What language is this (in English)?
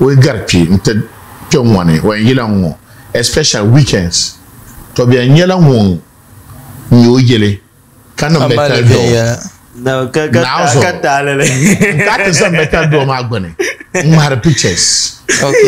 Dagbani